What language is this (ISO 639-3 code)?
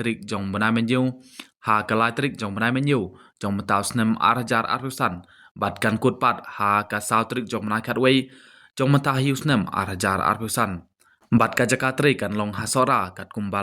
kha